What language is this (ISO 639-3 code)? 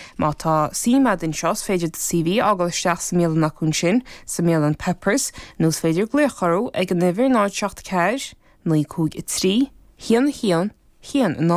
gle